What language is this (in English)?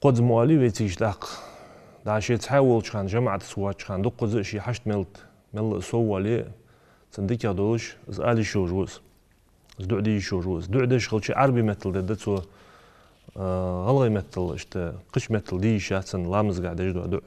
Ingush